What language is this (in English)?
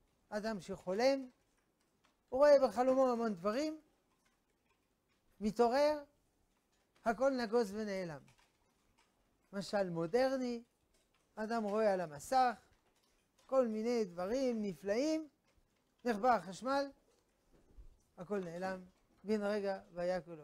Hebrew